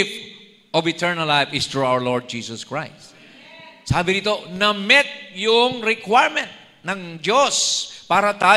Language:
Filipino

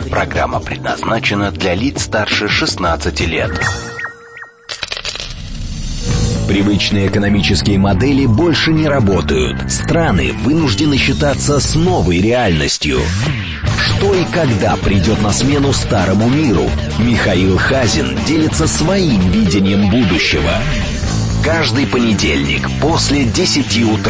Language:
Russian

